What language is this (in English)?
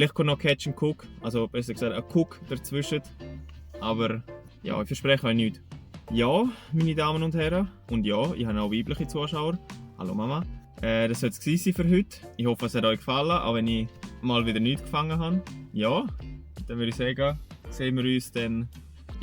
Swiss German